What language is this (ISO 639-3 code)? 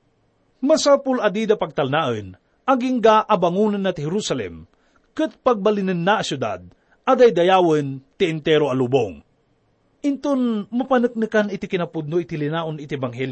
ilo